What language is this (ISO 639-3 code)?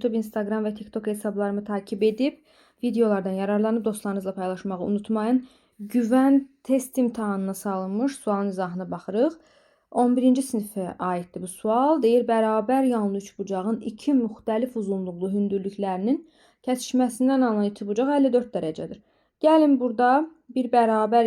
aze